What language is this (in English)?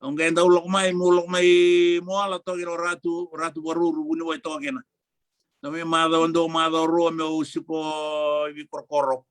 Fijian